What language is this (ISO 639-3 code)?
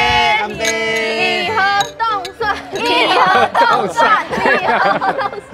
nan